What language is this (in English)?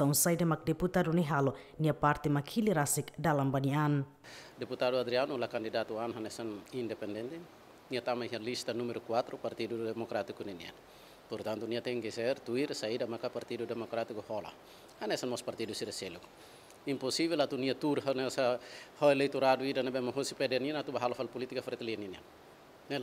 Tetum